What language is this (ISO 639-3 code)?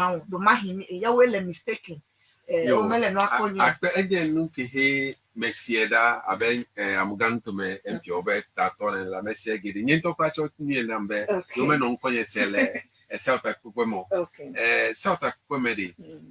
ewe